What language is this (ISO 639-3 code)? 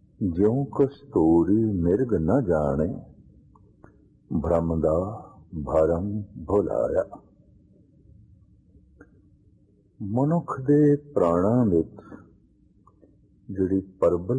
pan